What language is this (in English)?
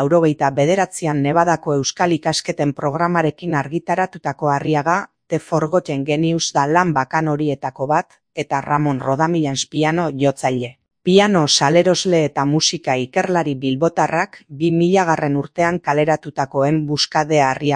Basque